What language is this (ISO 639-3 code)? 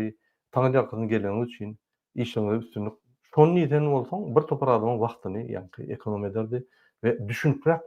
tuk